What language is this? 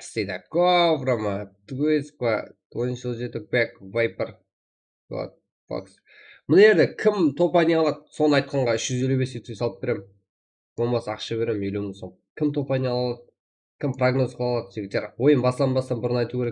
Kara-Kalpak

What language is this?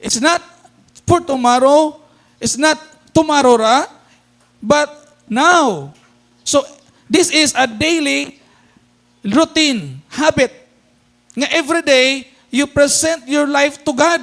Cebuano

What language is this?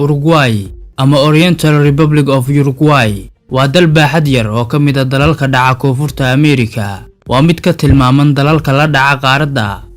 Somali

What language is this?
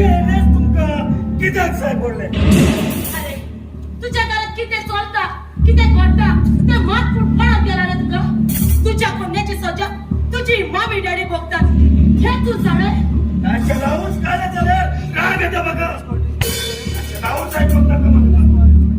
Konkani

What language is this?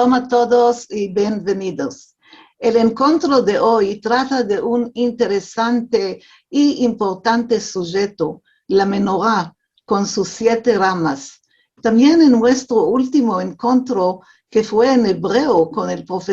Ladino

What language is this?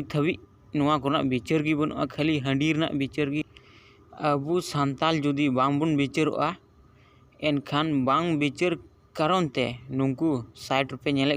Santali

